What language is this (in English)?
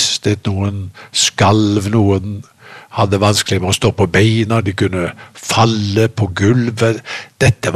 Norwegian